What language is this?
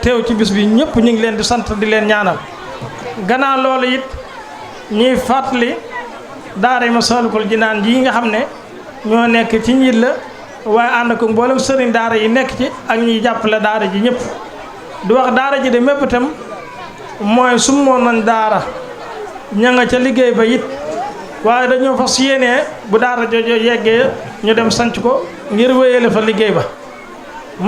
Wolof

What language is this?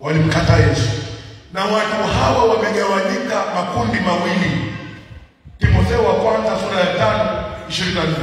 Swahili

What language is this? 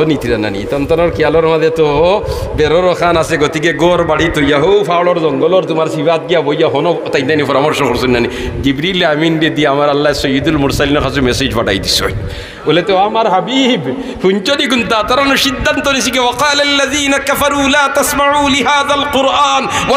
Sylheti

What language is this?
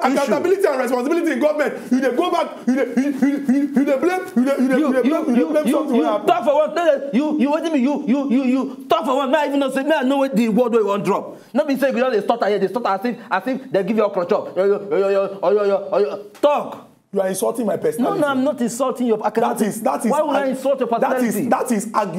Nigerian Pidgin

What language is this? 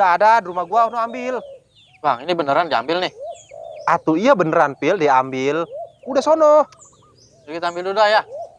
Betawi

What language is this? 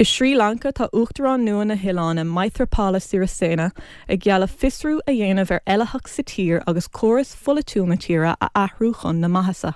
Irish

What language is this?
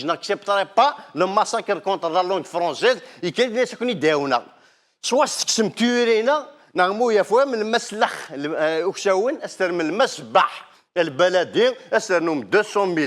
Kabyle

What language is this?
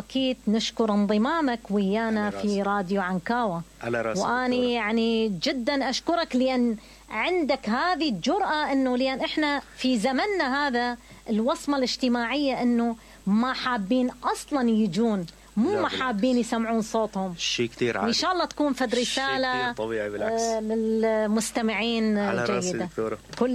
Mesopotamian Arabic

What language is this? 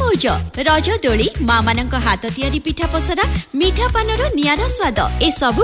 Odia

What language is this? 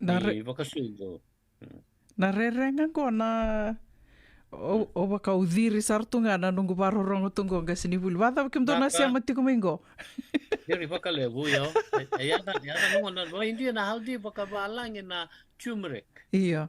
Fijian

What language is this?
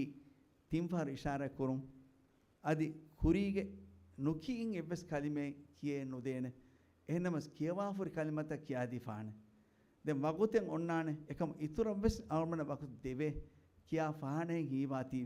Divehi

